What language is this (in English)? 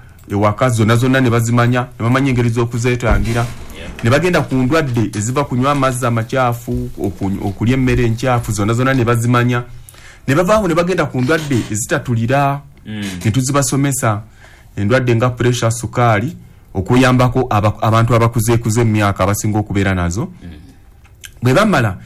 Ganda